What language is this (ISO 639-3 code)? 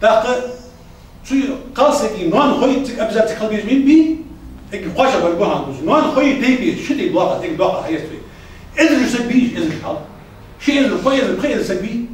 inh